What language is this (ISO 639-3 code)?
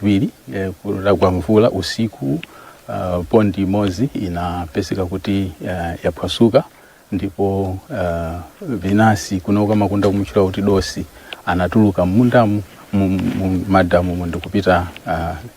nya